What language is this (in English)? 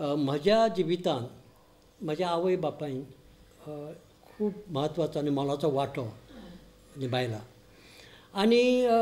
Konkani